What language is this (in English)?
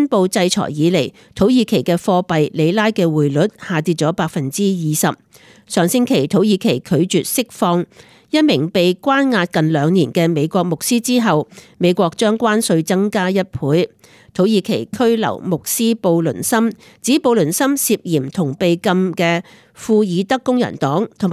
Cantonese